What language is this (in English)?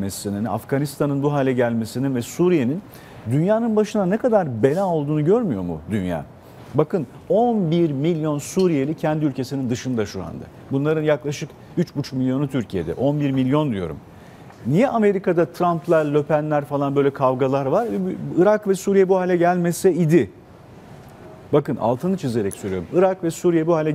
Turkish